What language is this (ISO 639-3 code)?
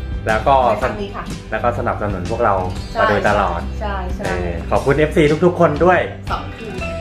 tha